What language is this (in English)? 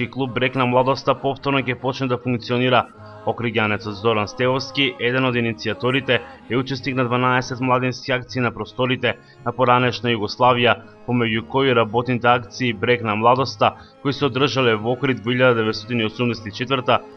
Macedonian